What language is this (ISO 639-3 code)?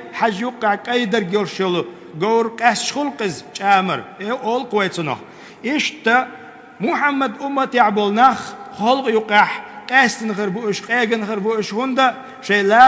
che